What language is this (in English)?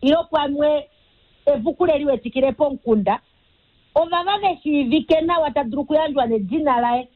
Kuanyama